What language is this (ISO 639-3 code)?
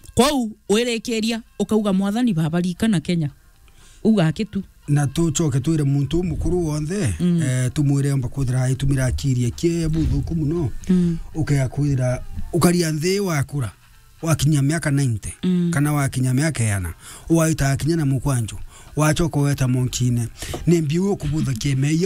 mer